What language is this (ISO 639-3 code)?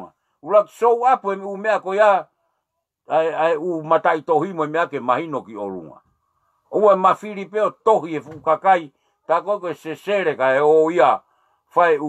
ton